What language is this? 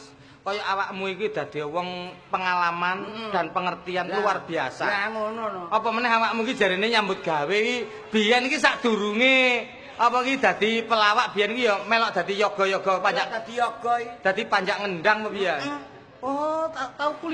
Javanese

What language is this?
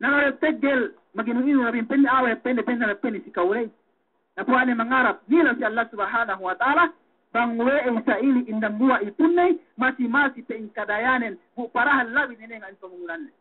Yakan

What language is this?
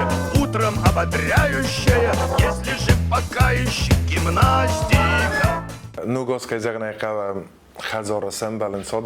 Ossetic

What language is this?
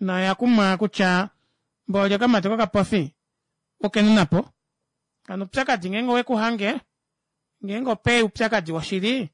Kuanyama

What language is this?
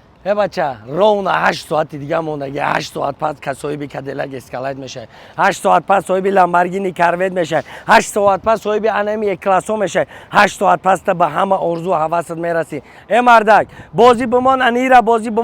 Tajik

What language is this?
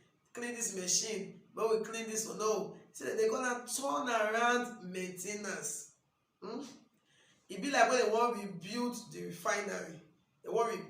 Nigerian Pidgin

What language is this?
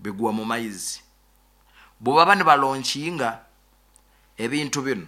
Nyoro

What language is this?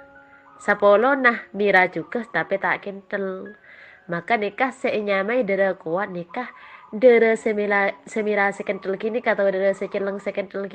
Madurese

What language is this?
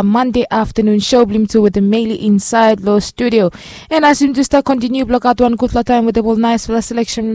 Bislama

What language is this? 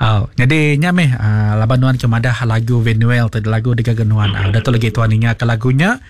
Iban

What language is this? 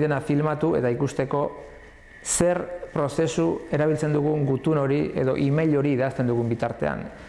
Basque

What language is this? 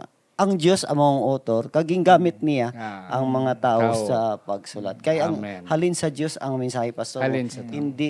Hiligaynon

